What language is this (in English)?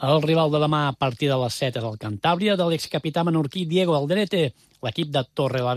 Catalan